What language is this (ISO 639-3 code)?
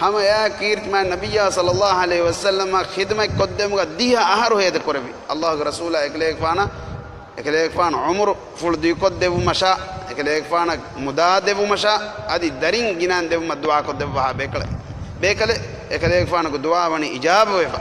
div